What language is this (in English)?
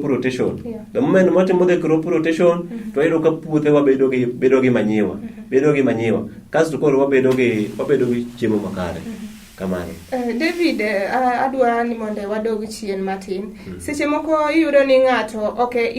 Luo (Kenya and Tanzania)